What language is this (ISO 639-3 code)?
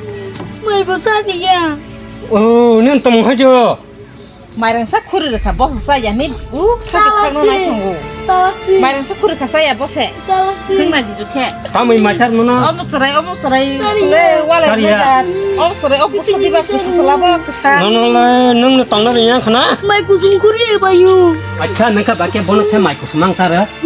trp